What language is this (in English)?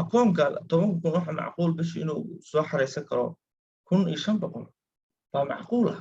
Somali